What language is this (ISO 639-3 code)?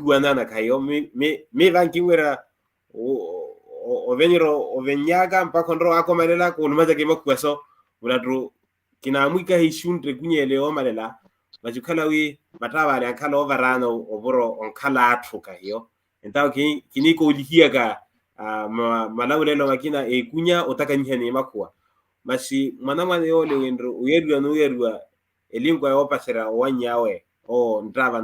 vmw